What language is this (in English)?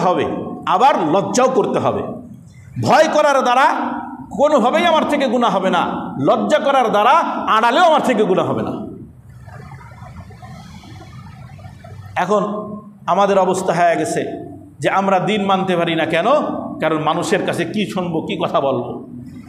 Bangla